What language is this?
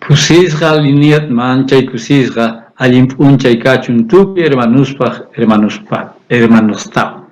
South Bolivian Quechua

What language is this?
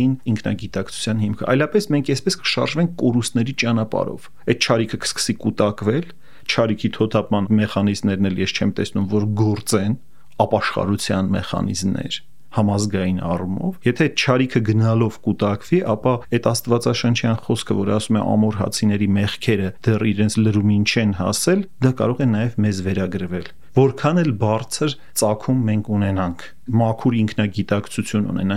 Armenian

